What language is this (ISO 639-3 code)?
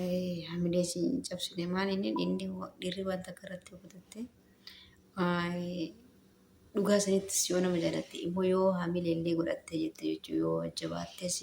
orm